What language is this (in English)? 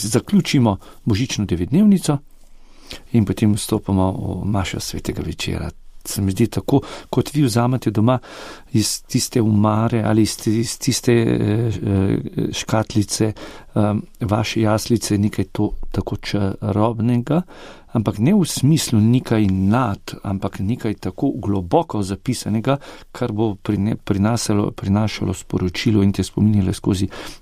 Slovenian